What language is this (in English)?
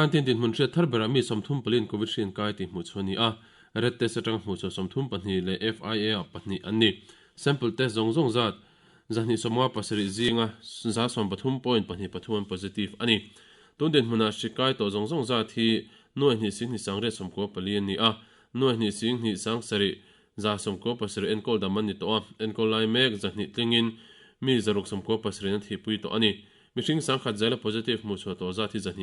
Mizo